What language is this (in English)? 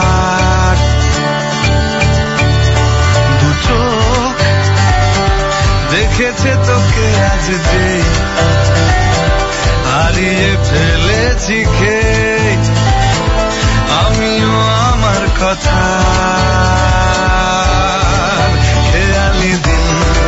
Bangla